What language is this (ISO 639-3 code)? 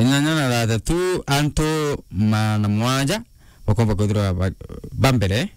mer